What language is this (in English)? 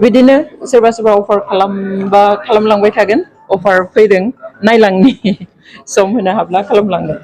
Bodo